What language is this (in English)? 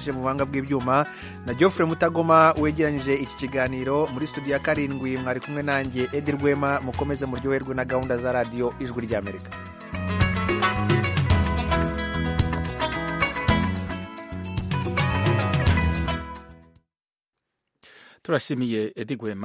Kinyarwanda